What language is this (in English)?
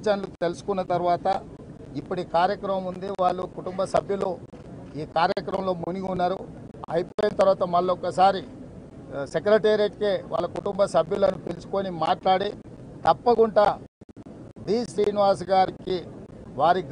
Telugu